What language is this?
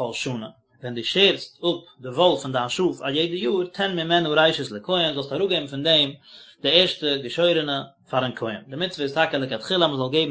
Yiddish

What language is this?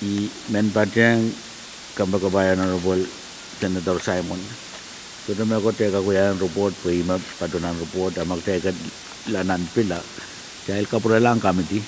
Pohnpeian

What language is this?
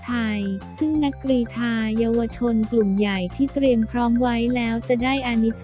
Thai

